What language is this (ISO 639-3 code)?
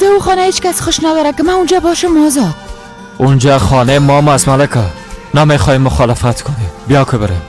fas